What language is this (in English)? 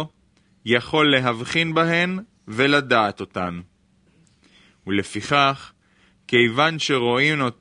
Hebrew